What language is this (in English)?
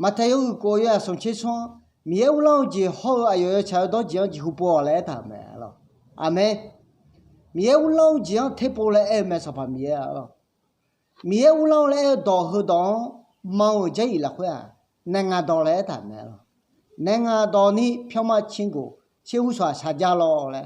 Akha